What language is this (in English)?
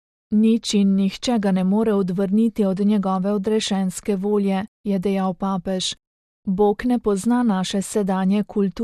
Slovenian